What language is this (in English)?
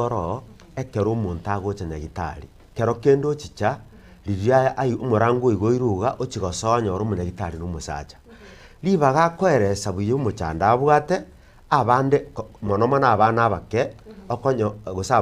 Gusii